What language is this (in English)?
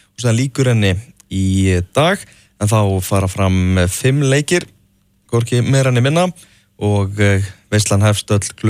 Icelandic